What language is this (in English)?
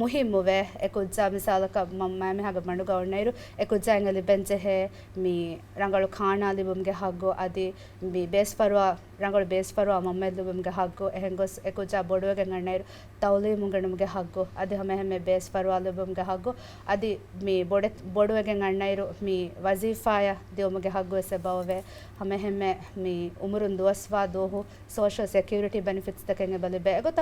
Divehi